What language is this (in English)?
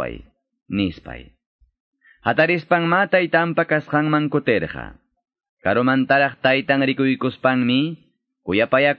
Ayacucho Quechua